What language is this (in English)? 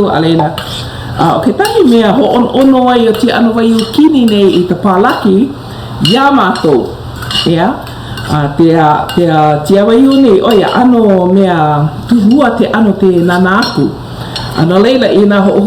Hawaiian